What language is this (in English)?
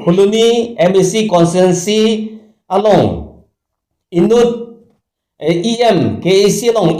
Karbi